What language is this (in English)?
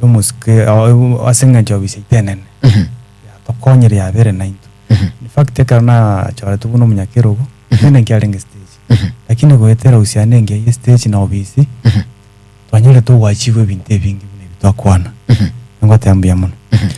Gusii